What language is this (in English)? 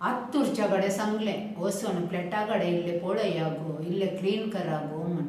Konkani